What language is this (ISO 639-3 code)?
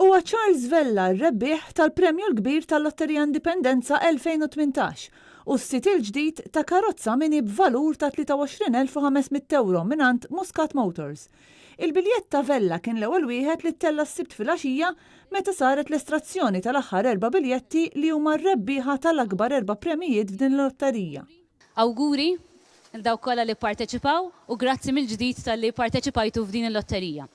mlt